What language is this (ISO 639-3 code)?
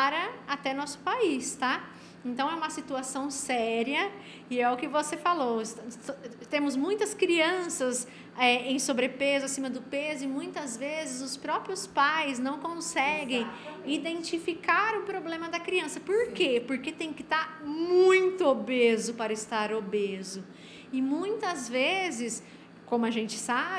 por